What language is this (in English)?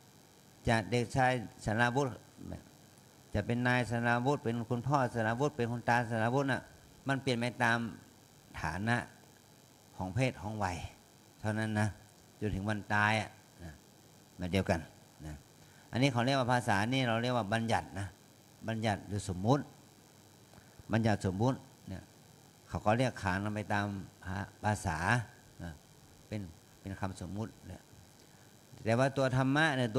Thai